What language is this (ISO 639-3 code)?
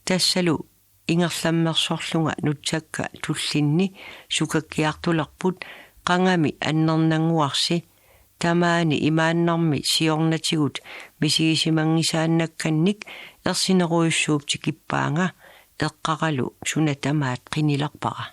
kal